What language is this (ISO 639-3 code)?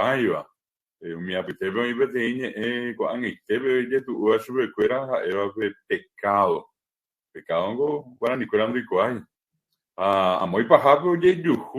grn